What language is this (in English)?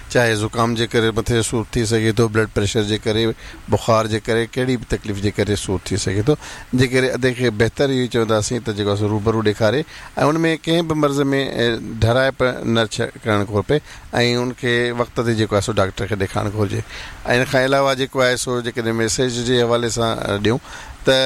Sindhi